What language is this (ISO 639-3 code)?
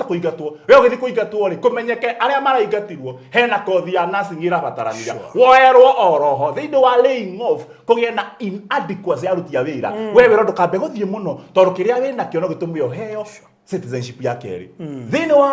kik